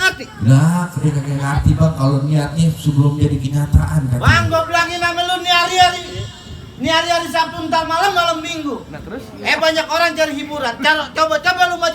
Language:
Betawi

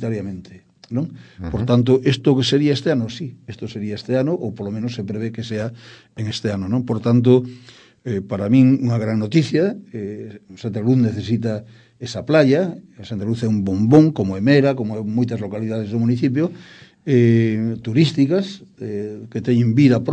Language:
Galician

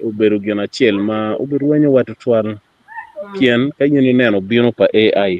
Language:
Acoli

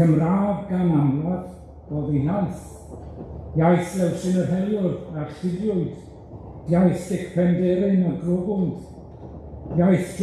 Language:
Welsh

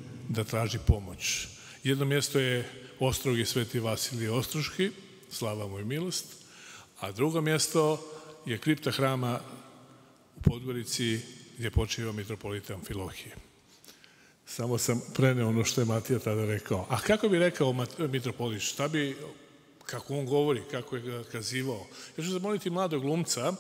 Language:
Serbian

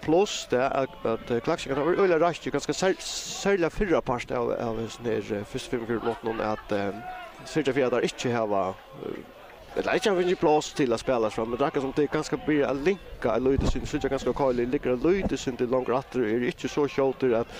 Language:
Faroese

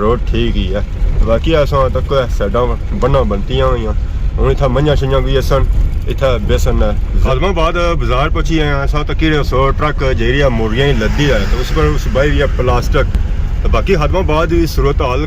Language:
Pahari-Potwari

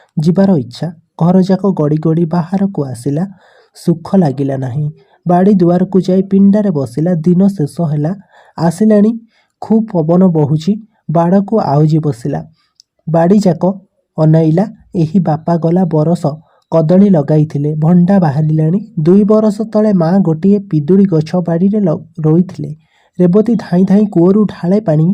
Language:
Odia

